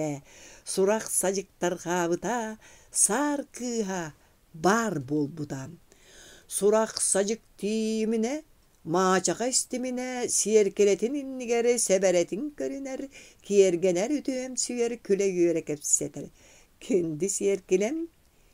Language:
Yakut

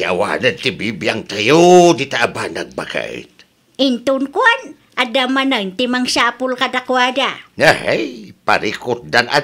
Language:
Iloko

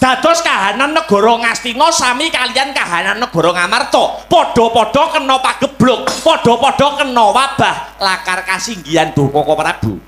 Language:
Javanese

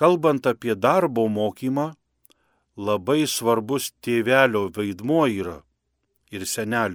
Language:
Lithuanian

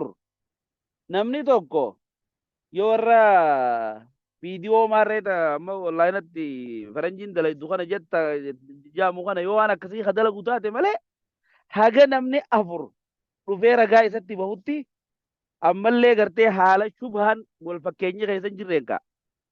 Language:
Oromo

